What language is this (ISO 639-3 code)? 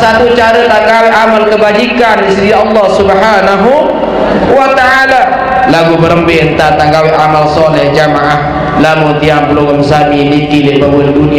sas